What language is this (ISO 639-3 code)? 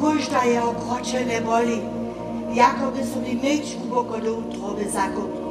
hsb